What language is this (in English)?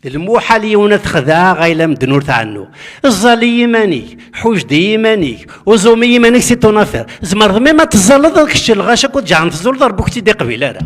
Kabyle